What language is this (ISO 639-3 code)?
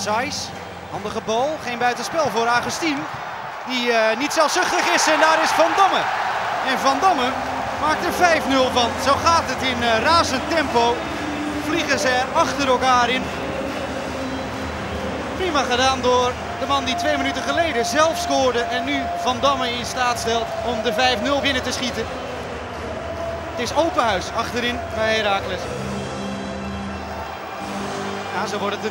nld